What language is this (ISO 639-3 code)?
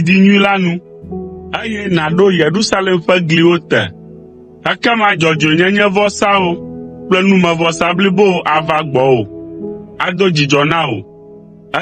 ewe